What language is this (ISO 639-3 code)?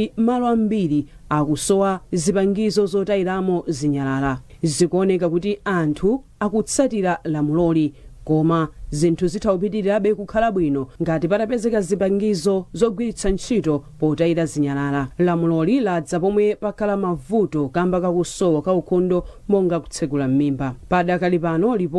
nya